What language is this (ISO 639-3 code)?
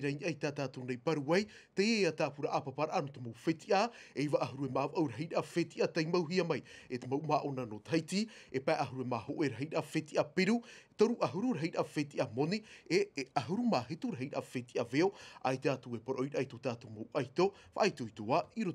tah